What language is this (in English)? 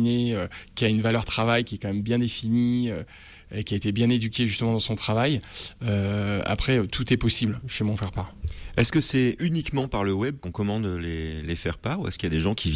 French